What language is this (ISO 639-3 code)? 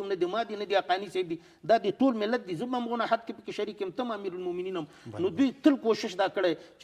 pus